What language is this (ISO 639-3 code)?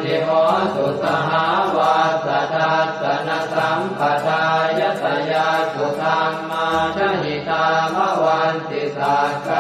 pli